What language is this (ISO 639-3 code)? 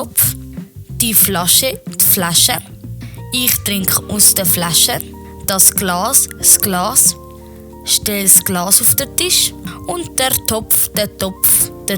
gsw